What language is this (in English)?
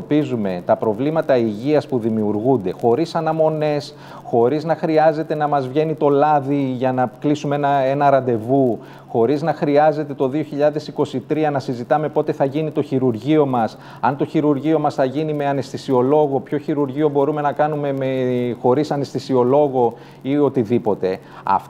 Greek